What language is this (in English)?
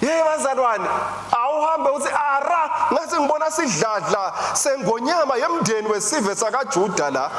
Swati